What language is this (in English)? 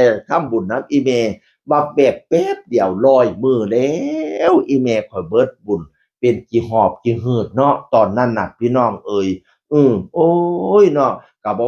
Northeastern Thai